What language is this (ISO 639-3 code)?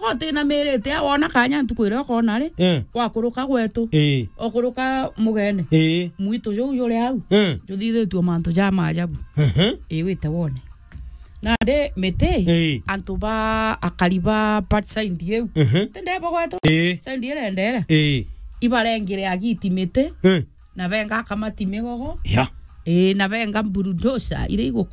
mer